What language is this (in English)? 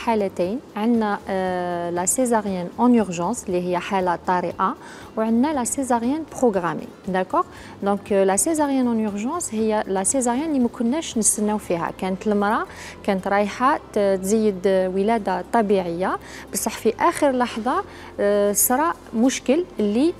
Algerian Arabic